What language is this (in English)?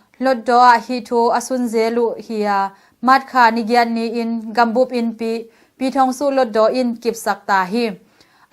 Tedim Chin